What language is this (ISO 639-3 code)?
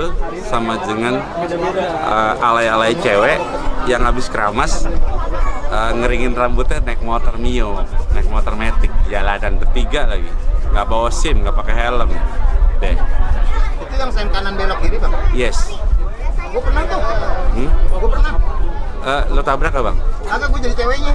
bew